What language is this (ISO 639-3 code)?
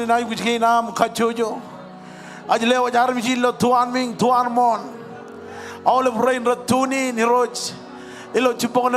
mah